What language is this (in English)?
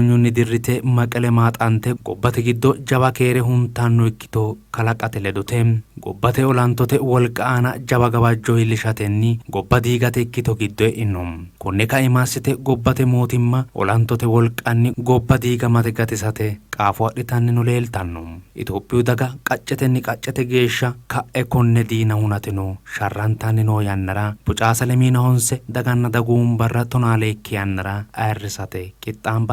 Sidamo